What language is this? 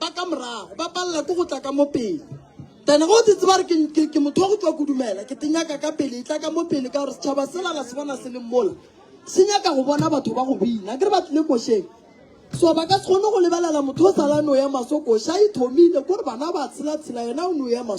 Northern Sotho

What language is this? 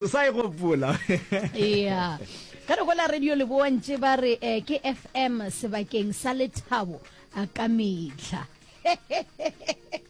Northern Sotho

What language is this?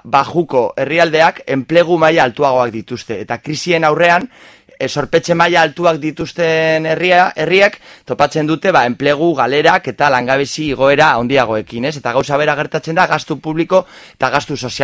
Basque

